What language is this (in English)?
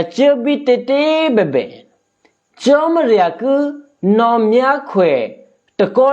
Eastern Kayah